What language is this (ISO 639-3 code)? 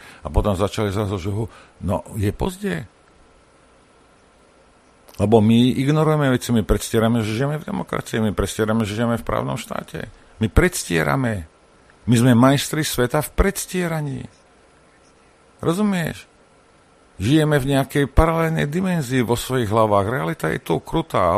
slk